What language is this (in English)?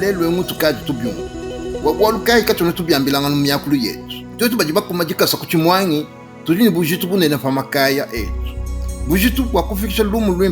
Luba-Lulua